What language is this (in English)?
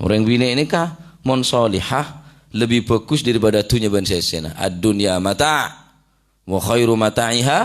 Madurese